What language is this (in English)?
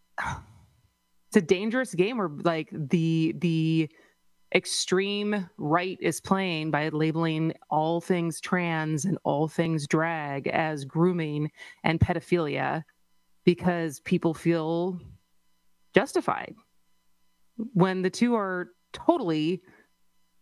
English